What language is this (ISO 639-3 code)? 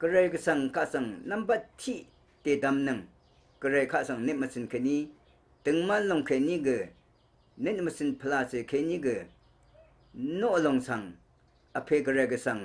raw